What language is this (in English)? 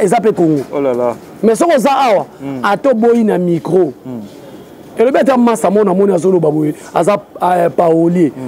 Lingala